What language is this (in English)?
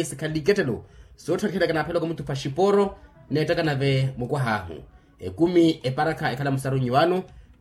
Makhuwa